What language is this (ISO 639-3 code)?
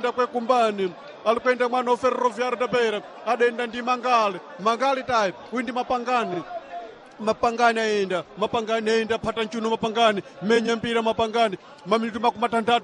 seh